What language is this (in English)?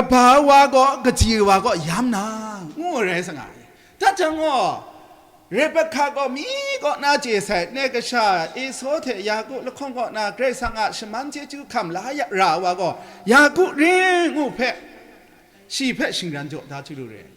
Kachin